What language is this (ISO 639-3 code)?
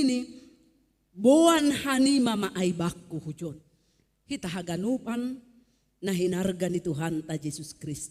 bts